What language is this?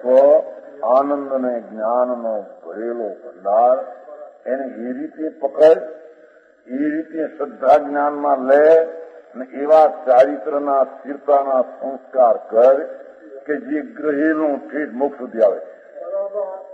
Gujarati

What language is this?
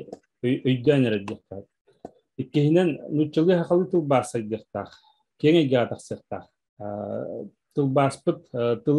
Yakut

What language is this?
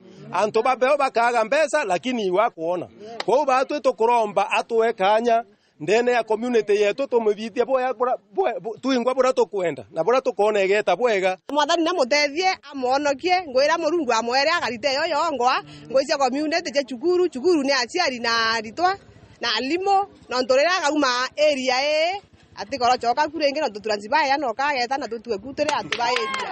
Meru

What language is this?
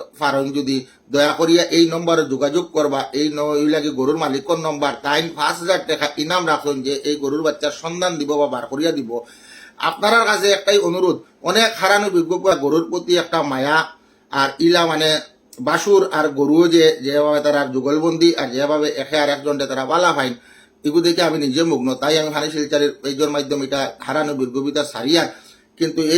Sylheti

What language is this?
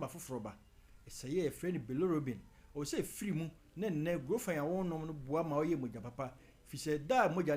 Akan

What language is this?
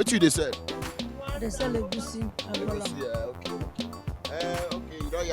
Nigerian Pidgin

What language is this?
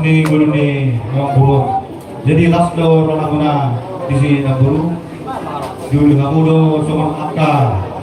Batak Toba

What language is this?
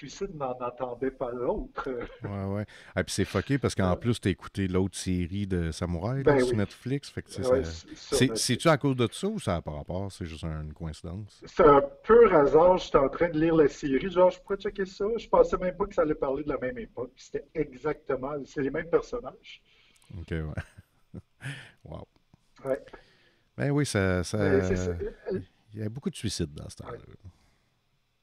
French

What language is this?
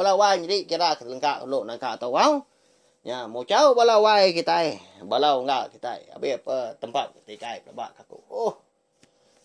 Iban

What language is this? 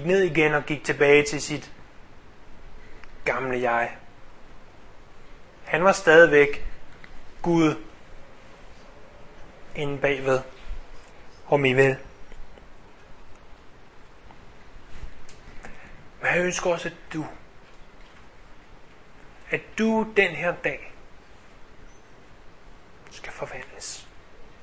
Danish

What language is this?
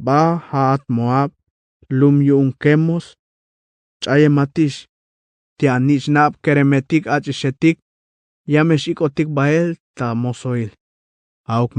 Tzeltal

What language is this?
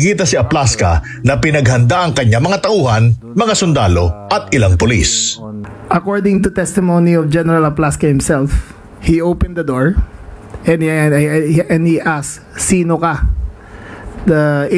Filipino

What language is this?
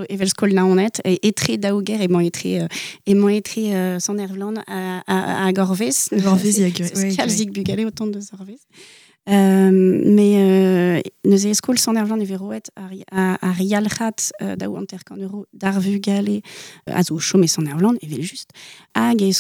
Breton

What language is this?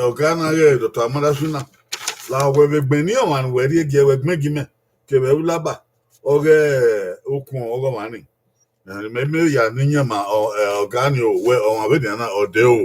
Bini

